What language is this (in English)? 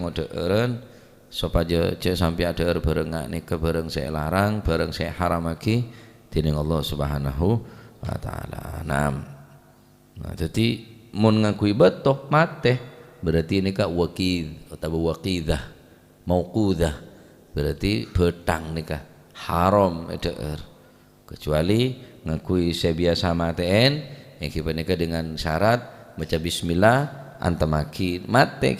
Madurese